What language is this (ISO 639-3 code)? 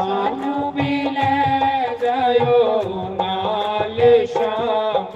doi